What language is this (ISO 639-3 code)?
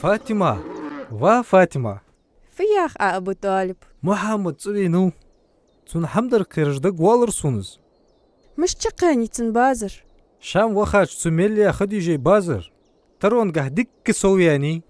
inh